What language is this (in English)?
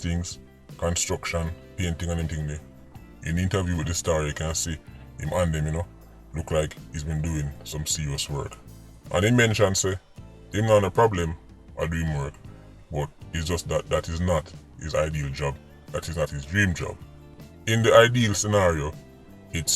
Jamaican Creole English